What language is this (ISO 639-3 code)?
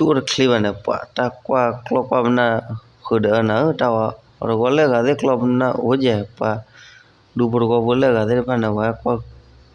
ksw